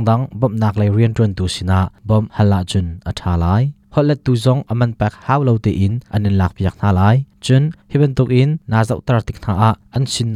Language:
Hakha Chin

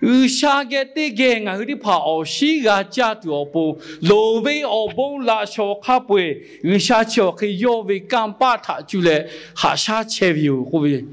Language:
Lahu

